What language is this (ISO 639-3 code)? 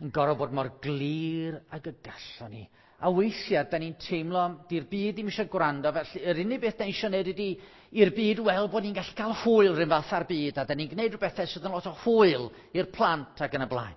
cym